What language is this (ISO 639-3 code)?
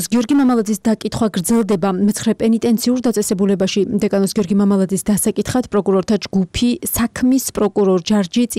kat